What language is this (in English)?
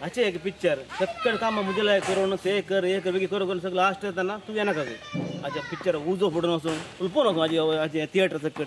Konkani